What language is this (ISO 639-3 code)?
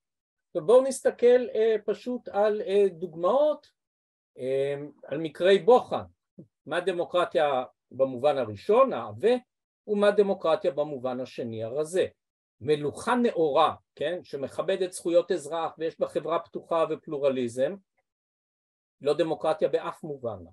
heb